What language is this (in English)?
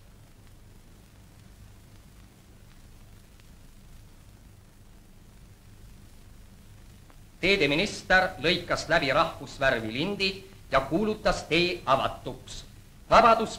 Estonian